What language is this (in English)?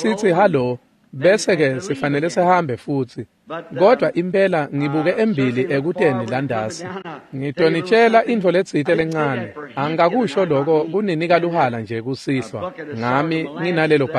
Swati